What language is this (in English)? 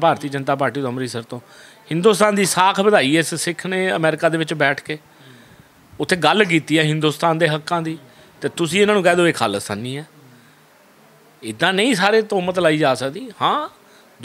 Punjabi